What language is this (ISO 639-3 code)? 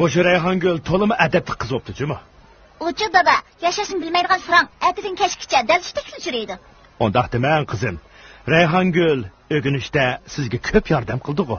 uig